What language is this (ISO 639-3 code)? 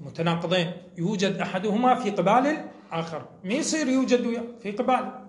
ary